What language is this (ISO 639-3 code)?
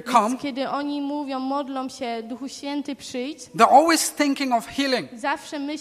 pol